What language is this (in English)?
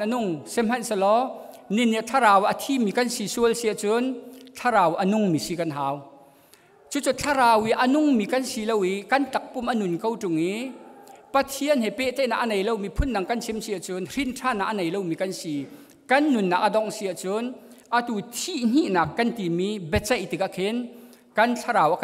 Hakha Chin